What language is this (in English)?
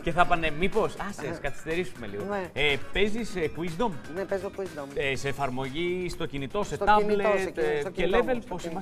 Greek